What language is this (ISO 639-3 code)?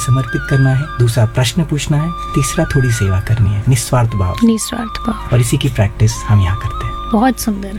hin